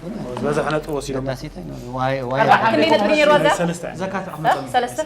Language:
Tigrinya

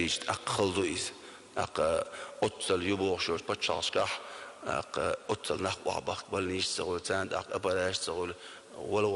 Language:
Chechen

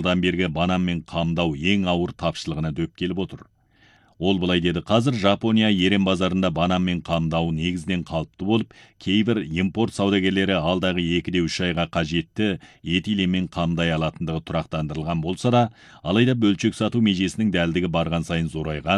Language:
Kazakh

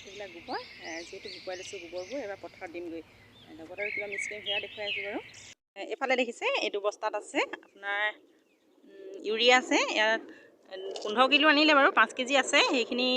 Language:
Assamese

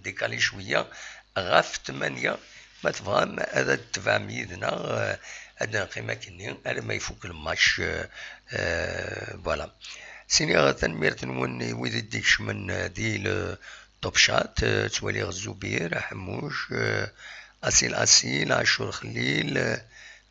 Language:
Kabyle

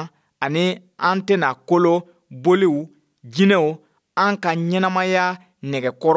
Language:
Bambara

